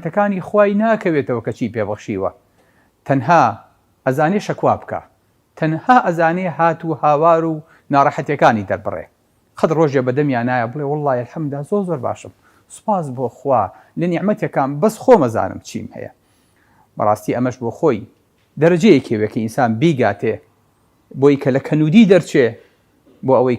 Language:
Central Kurdish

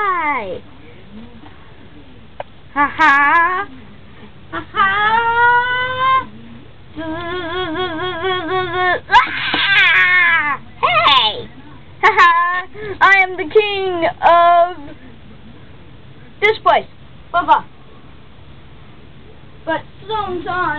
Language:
English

